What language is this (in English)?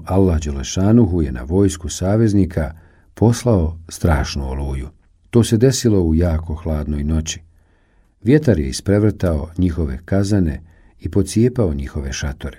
Bosnian